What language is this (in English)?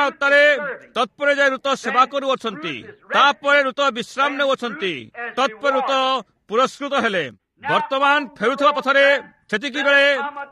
Odia